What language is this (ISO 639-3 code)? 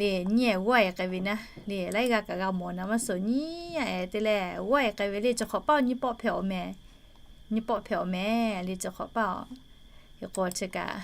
lhu